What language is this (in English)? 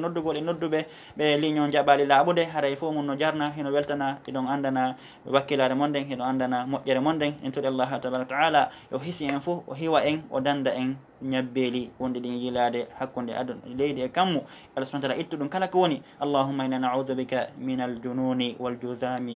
Fula